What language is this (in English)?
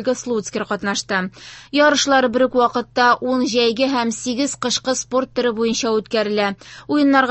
Tatar